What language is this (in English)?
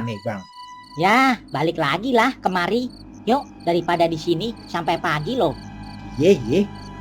Betawi